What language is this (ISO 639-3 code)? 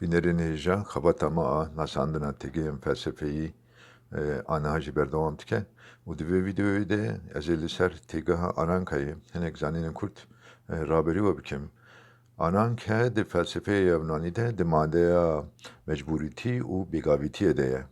kur